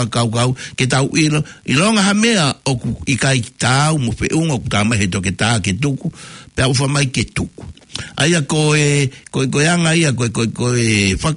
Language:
Tongan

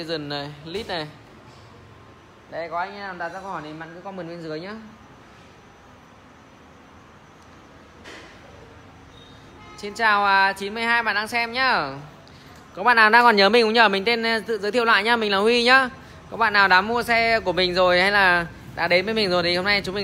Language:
Vietnamese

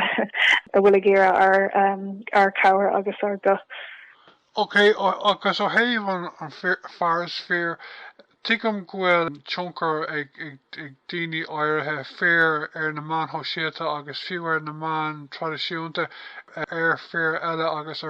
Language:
Irish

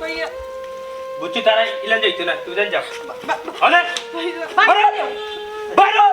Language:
Sylheti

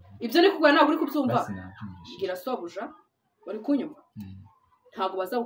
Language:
Kinyarwanda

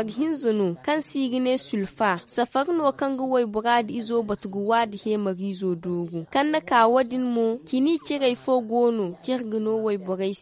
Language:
Zarma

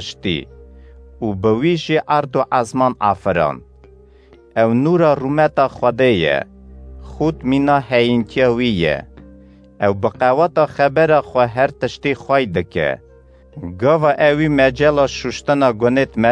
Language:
Kurdish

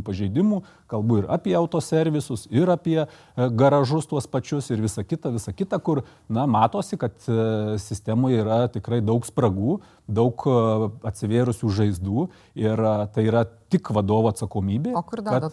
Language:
Lithuanian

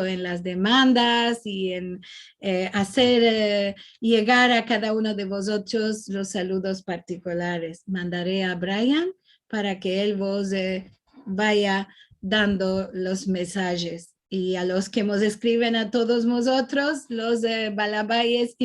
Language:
Ladino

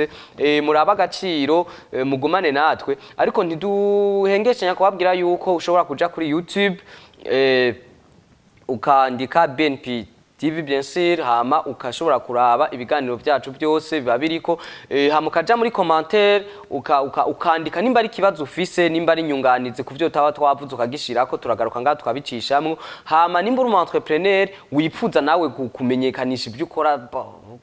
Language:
Rundi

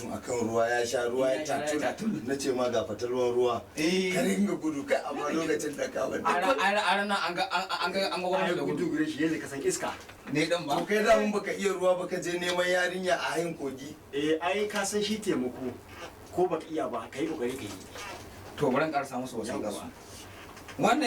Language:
Hausa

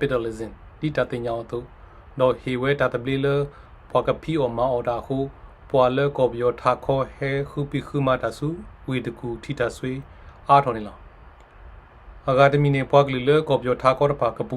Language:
S'gaw Karen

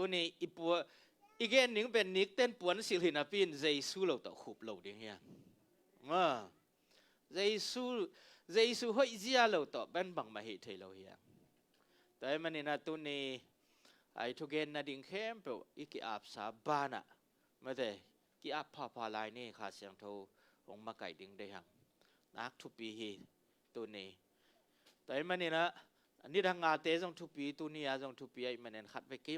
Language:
Tedim Chin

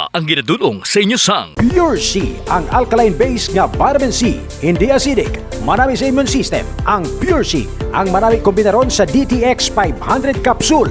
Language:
Hiligaynon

